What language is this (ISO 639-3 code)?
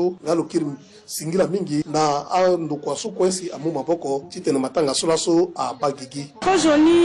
sag